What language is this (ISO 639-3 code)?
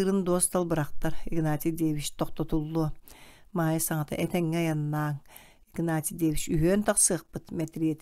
sah